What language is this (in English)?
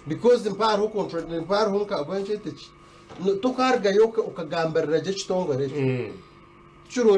Nyankole